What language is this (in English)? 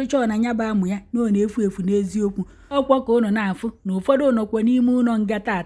Igbo